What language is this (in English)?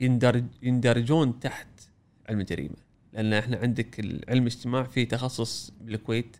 Gulf Arabic